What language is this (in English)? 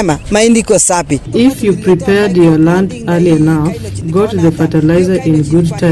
Swahili